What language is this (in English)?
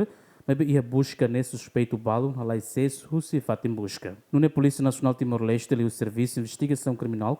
Tetum